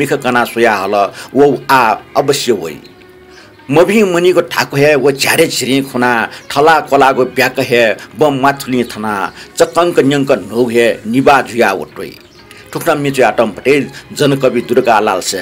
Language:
Newari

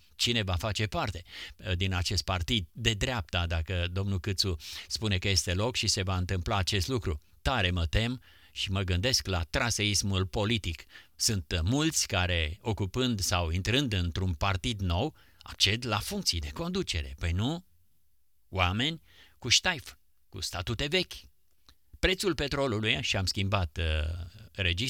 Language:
Romanian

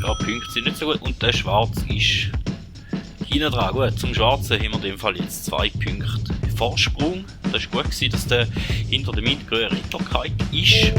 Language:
Swiss German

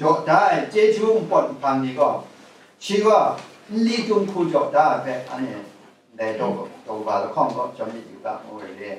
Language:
Kachin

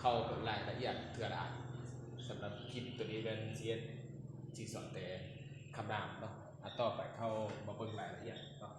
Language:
Lao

